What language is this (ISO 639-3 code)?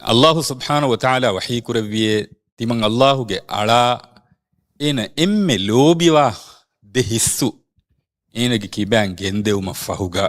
div